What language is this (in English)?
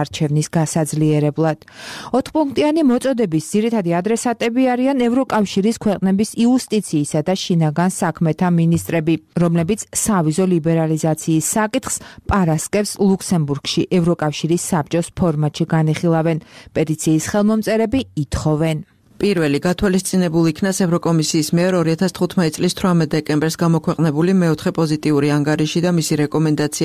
Georgian